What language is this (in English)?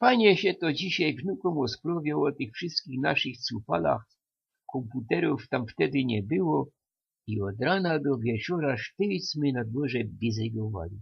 Silesian